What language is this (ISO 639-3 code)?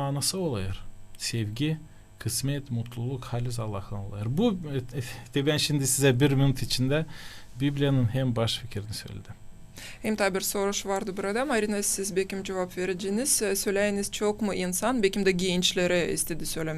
gag